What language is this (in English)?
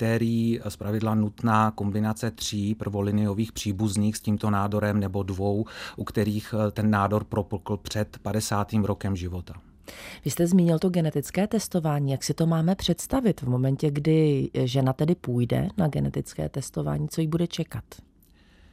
Czech